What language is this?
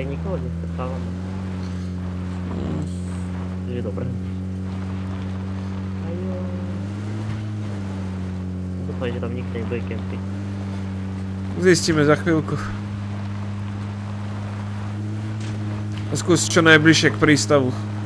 Slovak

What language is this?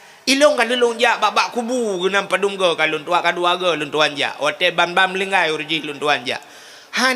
Achinese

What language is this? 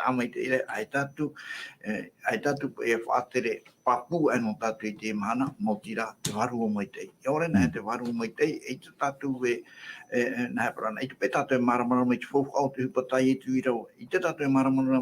Tahitian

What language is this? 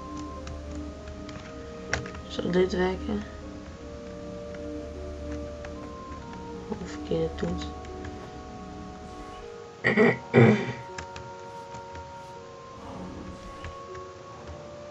Dutch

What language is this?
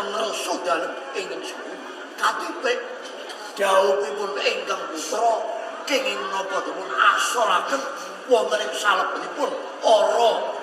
Javanese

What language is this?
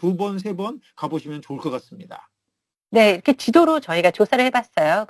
Korean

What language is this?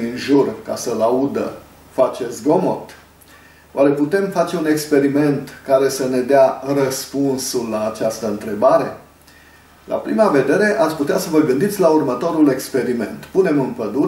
Romanian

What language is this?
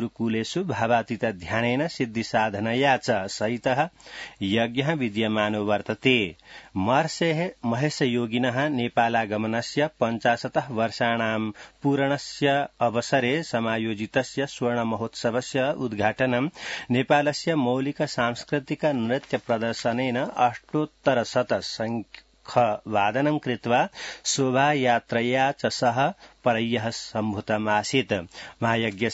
Sanskrit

